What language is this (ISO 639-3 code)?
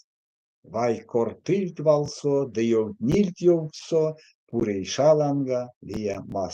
myv